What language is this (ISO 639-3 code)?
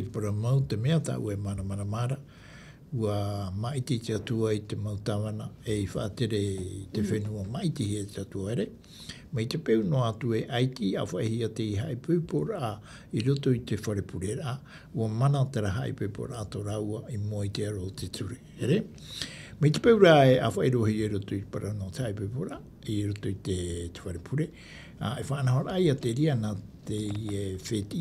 tah